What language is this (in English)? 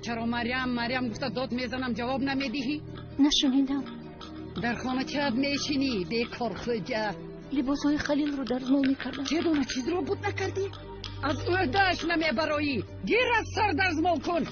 Tajik